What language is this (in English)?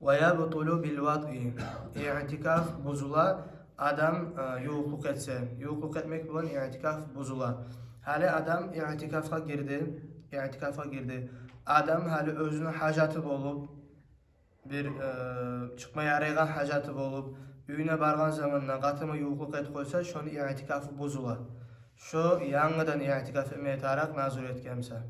Kumyk